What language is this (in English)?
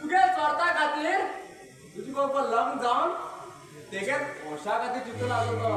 Konkani